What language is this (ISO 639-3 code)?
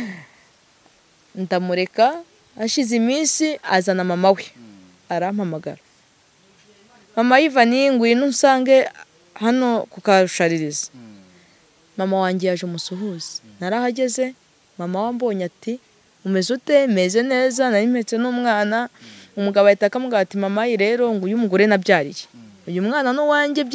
kin